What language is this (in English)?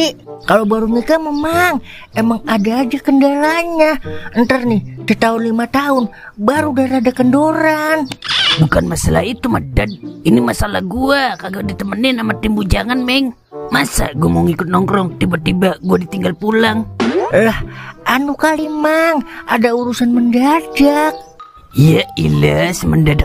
Betawi